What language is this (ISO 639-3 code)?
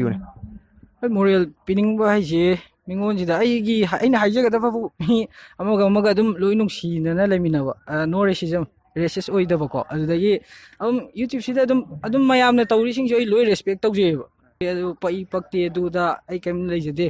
mni